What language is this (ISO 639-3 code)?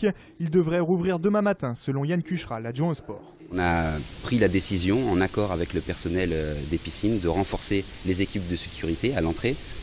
fra